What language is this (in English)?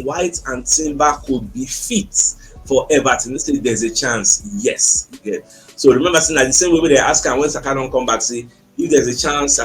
Nigerian Pidgin